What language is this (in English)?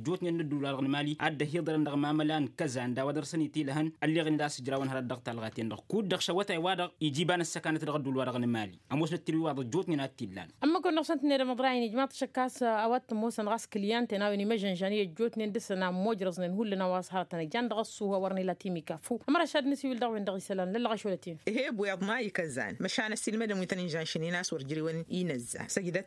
Tamasheq